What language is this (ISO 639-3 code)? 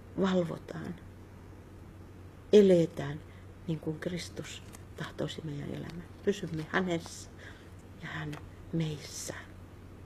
fin